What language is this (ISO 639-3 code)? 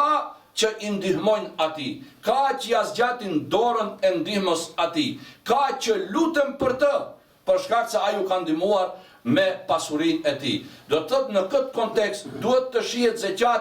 sqi